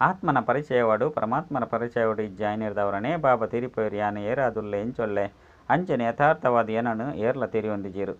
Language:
Tulu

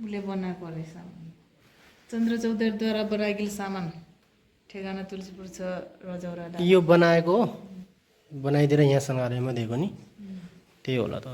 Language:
Nepali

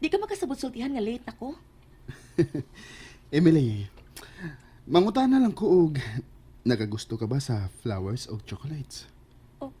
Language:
Cebuano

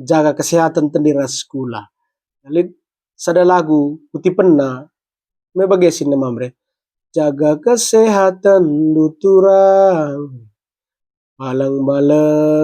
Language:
Batak Karo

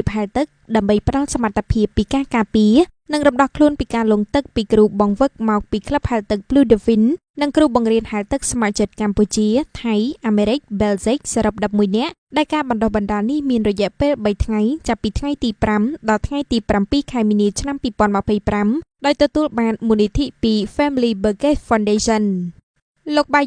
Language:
Khmer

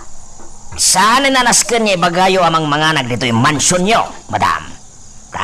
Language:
Iloko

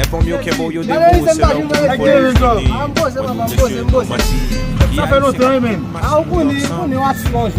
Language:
Haitian Creole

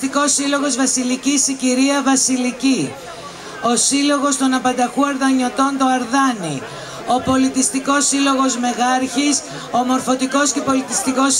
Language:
Greek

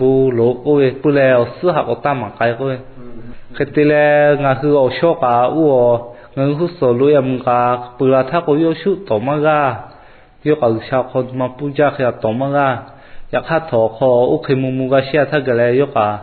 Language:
Lahu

